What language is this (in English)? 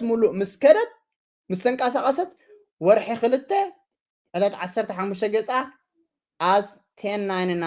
Tigrinya